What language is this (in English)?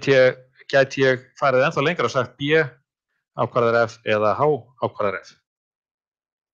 Icelandic